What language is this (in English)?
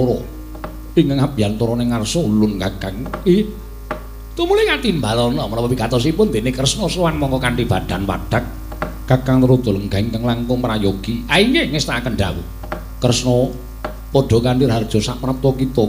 Javanese